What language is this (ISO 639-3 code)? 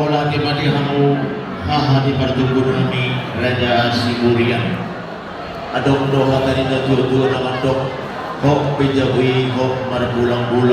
bbc